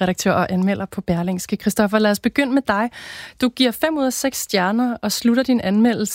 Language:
Danish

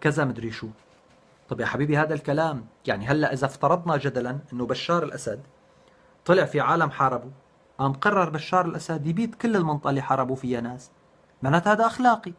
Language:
North Levantine Arabic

